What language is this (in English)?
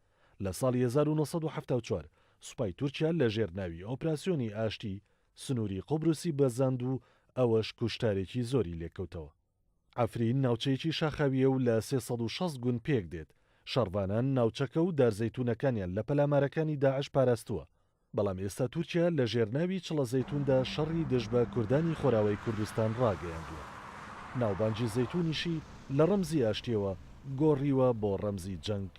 Central Kurdish